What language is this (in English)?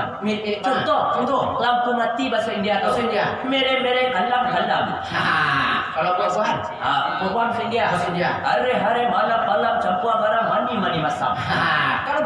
Minangkabau